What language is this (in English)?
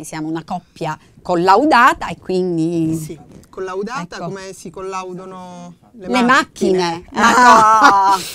Italian